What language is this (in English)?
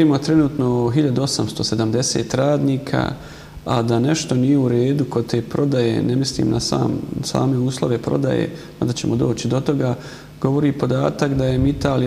Bosnian